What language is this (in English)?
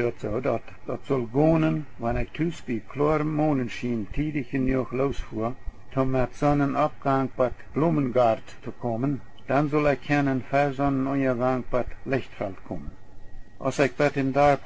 Plautdietsch